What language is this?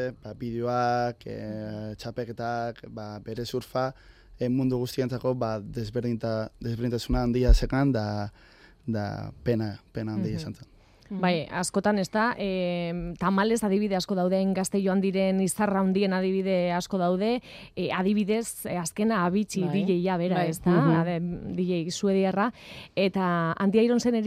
Basque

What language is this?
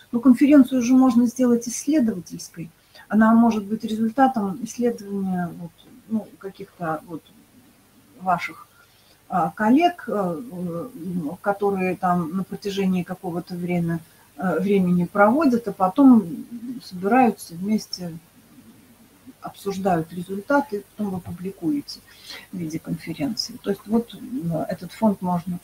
Russian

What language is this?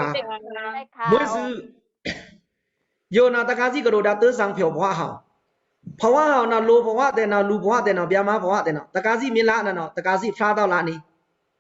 Pa'o Karen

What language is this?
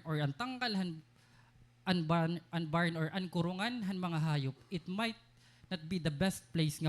Waray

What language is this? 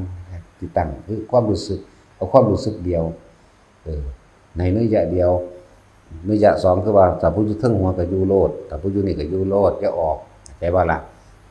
Lao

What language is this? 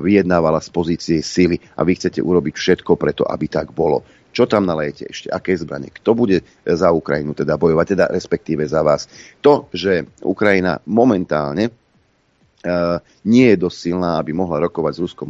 Slovak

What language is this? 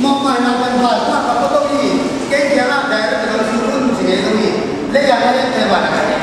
Tedim Chin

